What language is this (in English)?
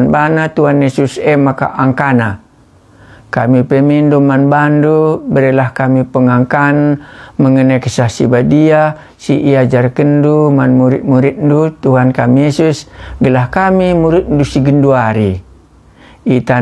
Batak Karo